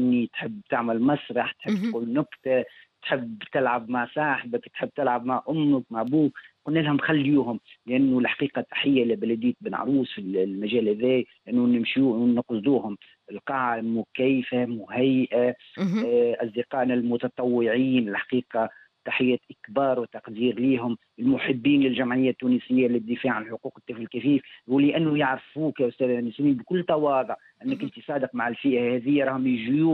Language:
Tunisian Arabic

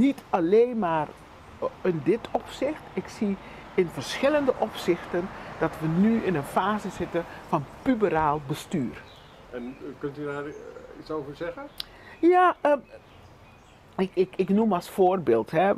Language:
Dutch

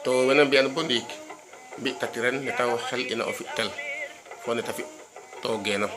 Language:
Serer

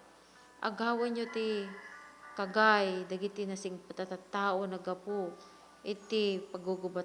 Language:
Iloko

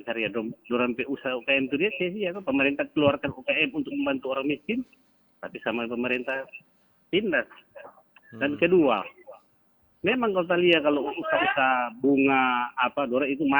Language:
Manado Malay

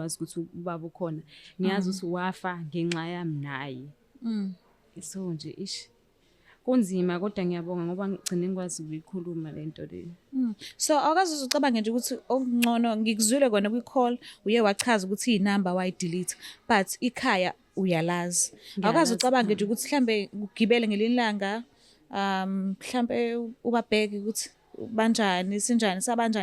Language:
Zulu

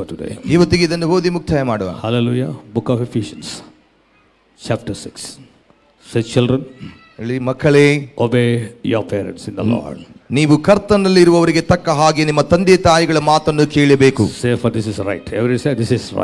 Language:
Kannada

